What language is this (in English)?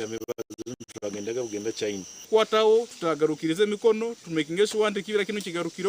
Nyankole